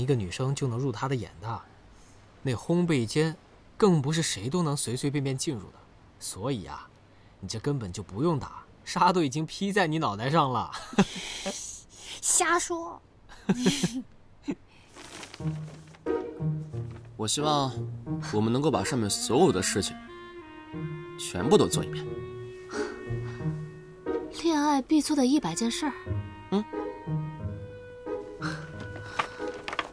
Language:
Chinese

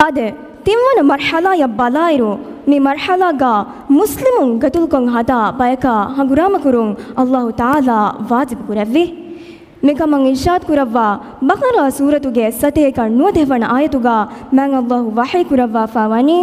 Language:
Divehi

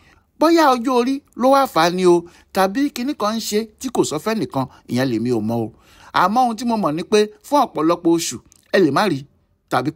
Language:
Yoruba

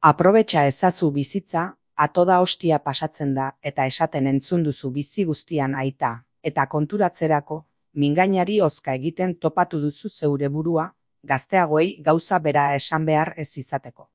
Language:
Basque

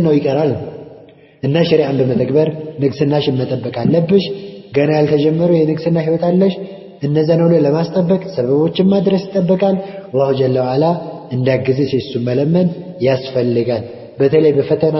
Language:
Amharic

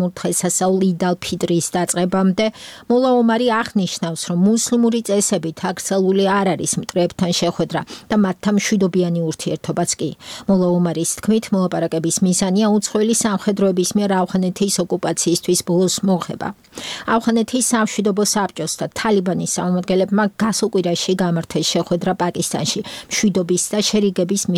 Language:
Georgian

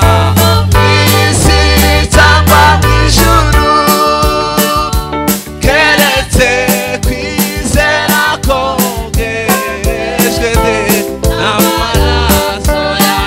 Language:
Kinyarwanda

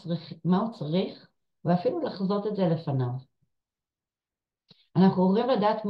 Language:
Hebrew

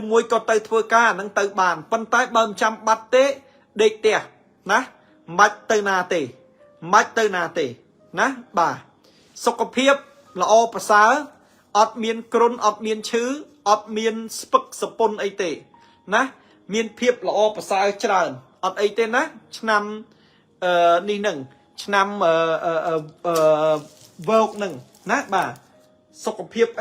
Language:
Khmer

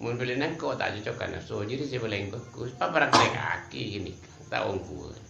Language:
Madurese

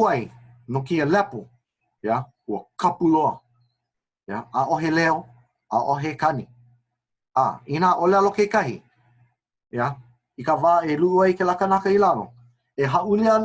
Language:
Hawaiian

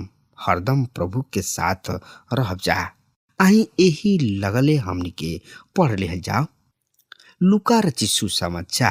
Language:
Bhojpuri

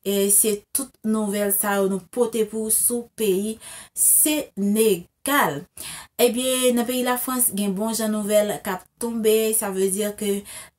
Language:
Haitian Creole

